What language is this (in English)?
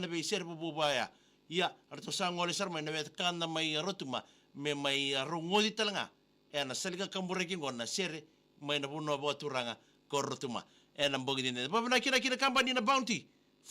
Fijian